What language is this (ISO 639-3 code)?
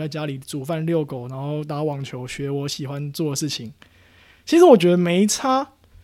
zho